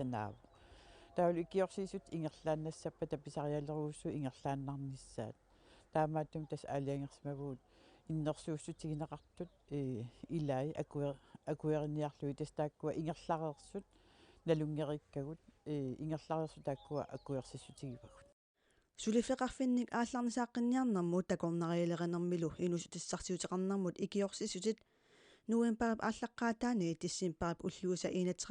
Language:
Kalaallisut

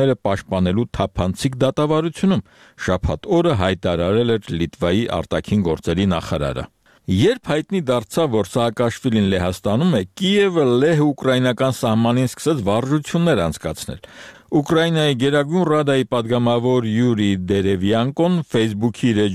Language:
Armenian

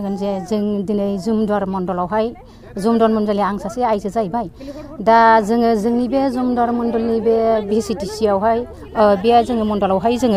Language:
Bodo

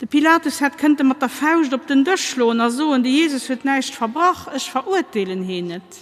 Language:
Luxembourgish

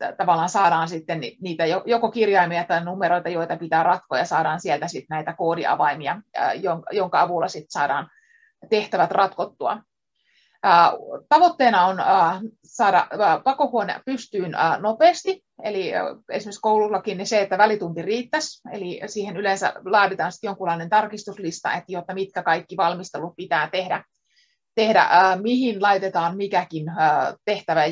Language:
Finnish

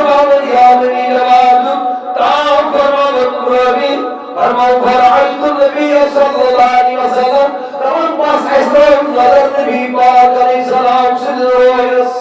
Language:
Kashmiri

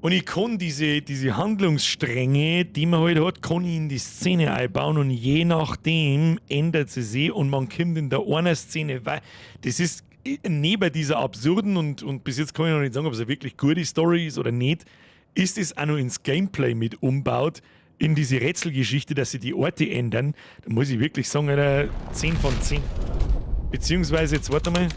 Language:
Bavarian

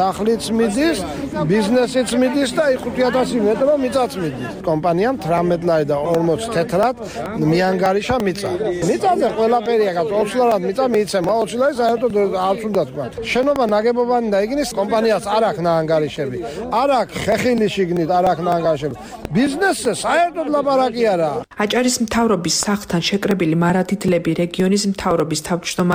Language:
Georgian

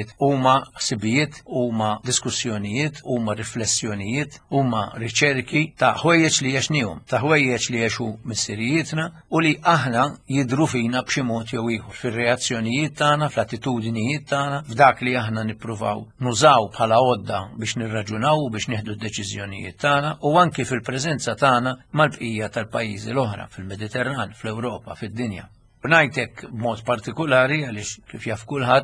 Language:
Maltese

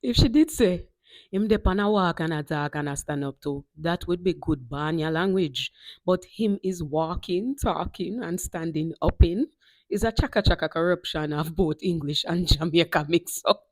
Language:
Jamaican Creole English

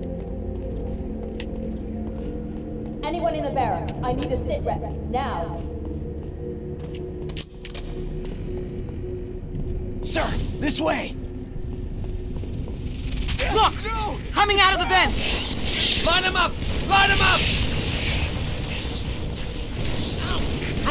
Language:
English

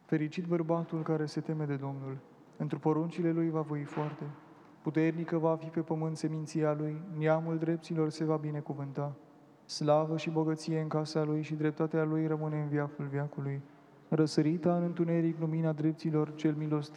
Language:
Romanian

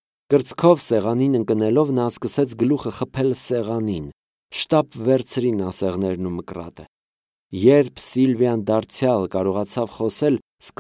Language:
Armenian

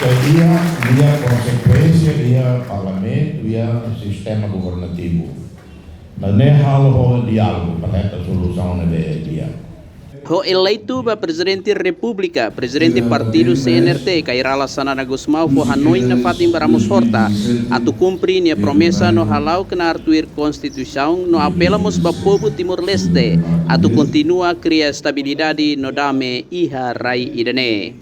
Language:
Tetum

